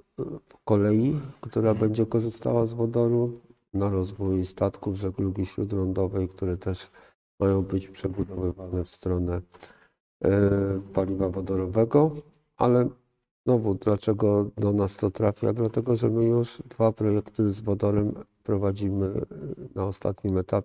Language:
Polish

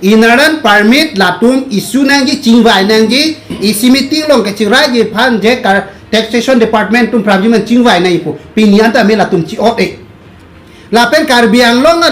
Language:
Karbi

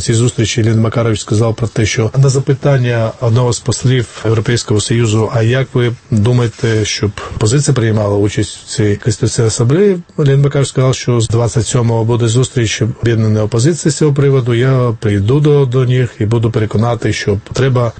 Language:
Ukrainian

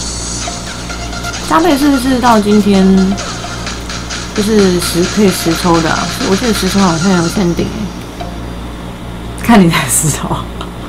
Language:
Chinese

